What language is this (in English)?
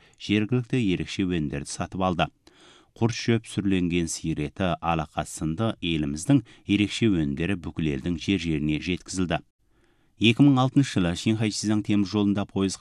Kazakh